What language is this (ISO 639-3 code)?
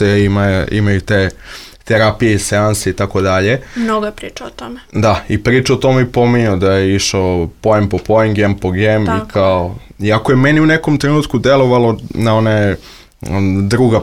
srp